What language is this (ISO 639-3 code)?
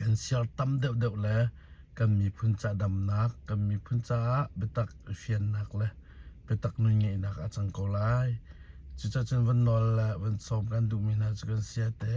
cnh